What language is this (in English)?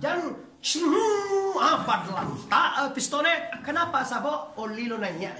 Minangkabau